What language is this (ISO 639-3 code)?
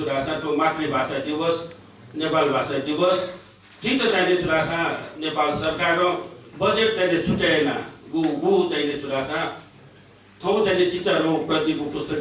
new